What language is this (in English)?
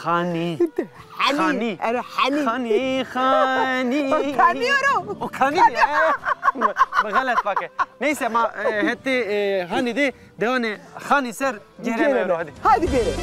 Zaza